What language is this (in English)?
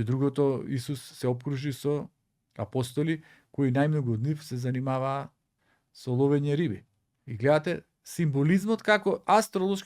Macedonian